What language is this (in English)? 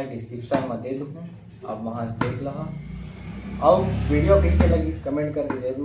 Chhattisgarhi